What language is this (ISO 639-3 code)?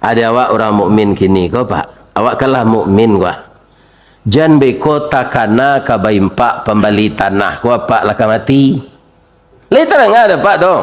min